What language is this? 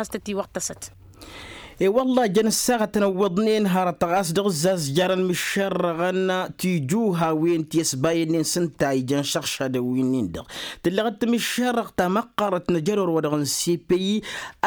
Tamasheq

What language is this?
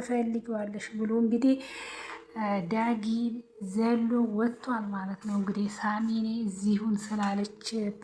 Amharic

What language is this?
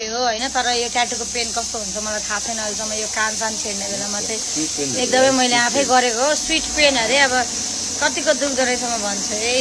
Nepali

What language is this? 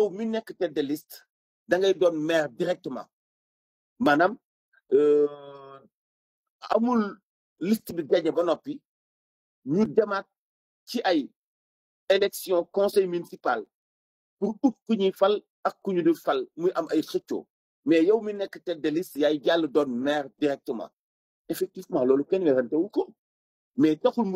Wolof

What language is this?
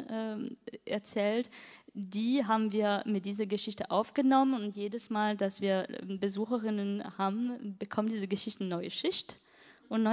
German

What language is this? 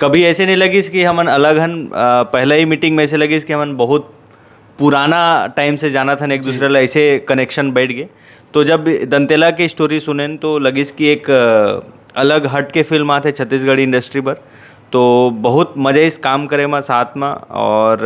Chhattisgarhi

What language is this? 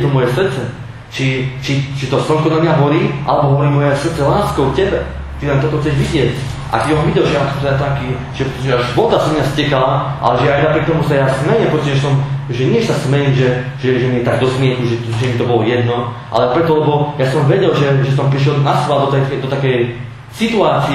Slovak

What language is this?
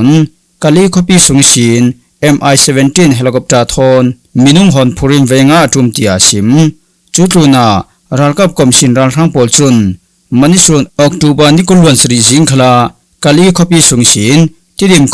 Falam Chin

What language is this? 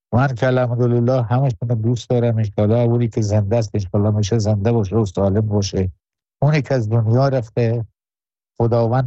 Persian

